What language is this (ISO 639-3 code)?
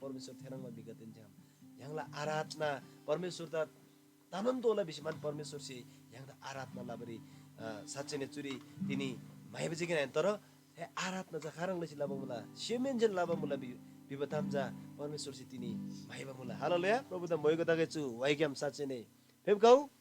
taj